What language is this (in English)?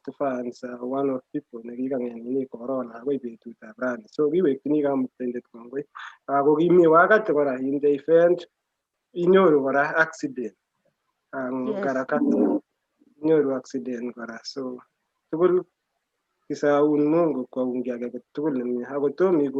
Kalenjin